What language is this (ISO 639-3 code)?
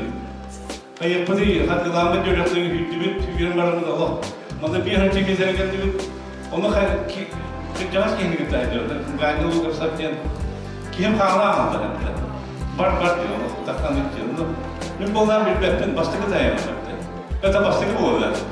sah